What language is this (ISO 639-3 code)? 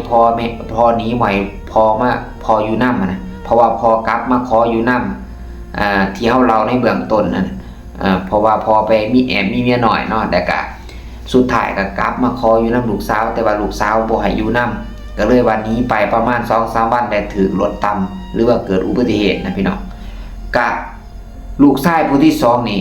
lao